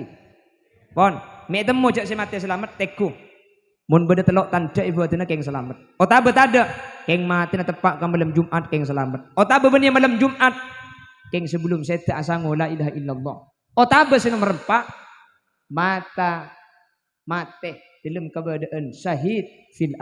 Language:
Madurese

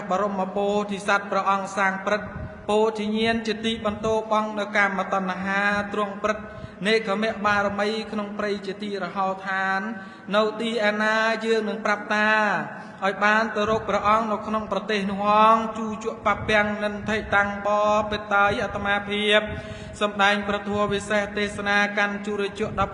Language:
Khmer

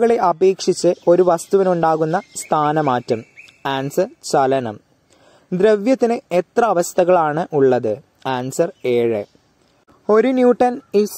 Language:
Malayalam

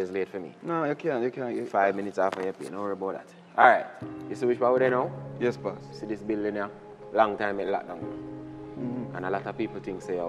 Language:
Jamaican Creole English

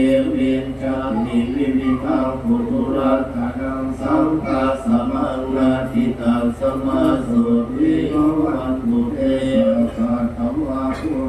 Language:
Pali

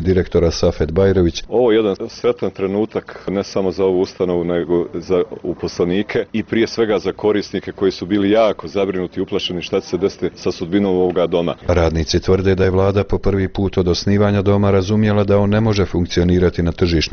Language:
Bosnian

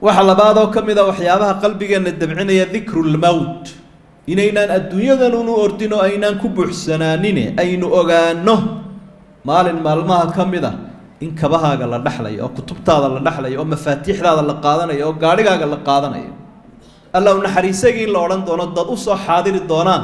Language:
Somali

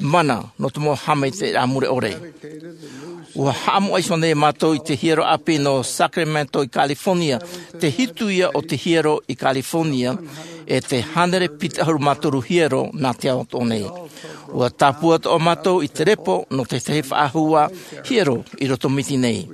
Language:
Tahitian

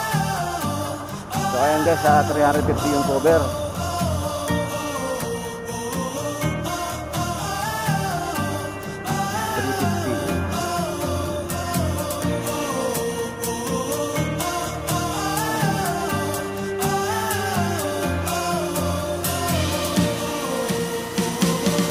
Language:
Filipino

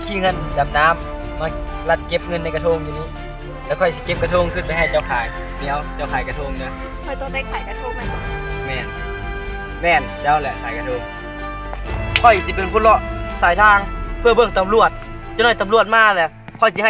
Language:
Lao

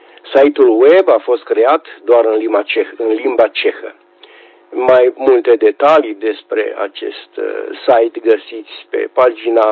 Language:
Romanian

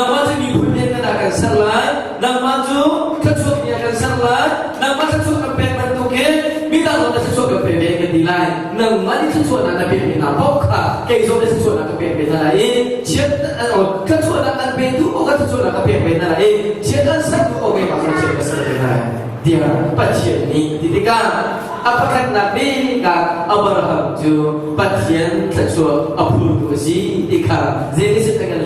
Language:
Hakha Chin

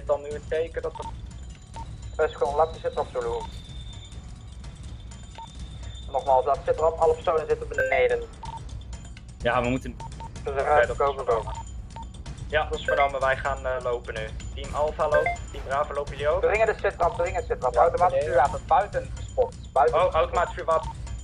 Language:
Dutch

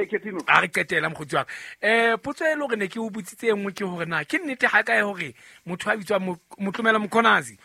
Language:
Southern Sotho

